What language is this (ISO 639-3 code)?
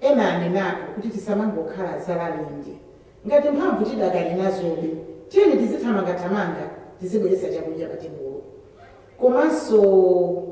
nya